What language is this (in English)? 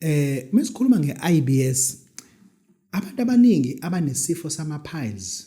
Zulu